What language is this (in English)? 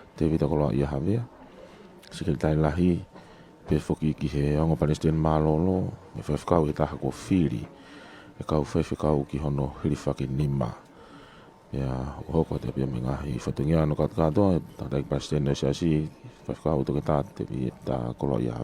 Tongan